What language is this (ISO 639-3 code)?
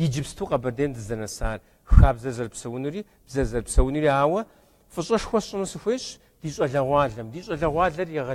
kbd